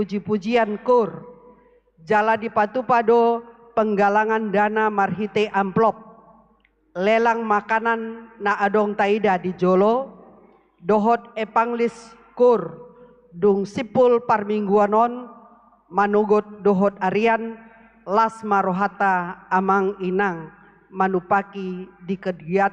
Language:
Batak Toba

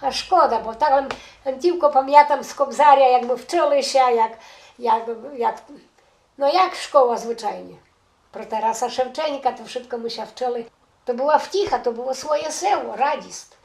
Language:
Rusyn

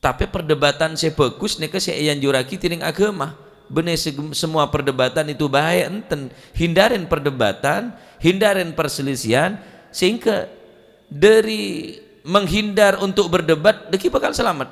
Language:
Madurese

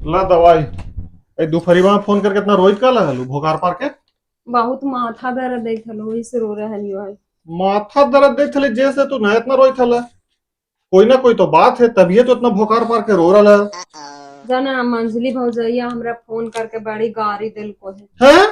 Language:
Magahi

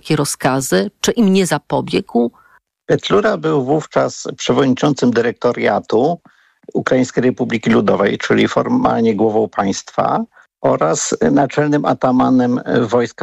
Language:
Polish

